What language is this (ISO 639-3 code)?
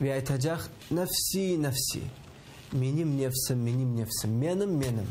crh